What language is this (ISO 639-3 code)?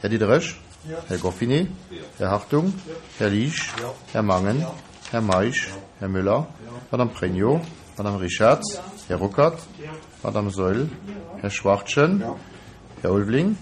ltz